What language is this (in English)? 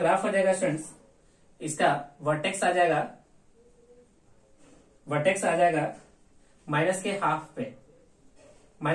Hindi